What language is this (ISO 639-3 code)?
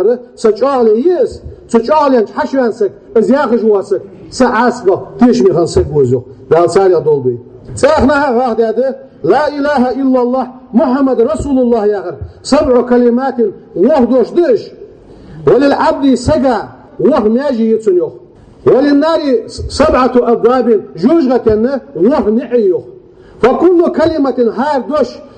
inh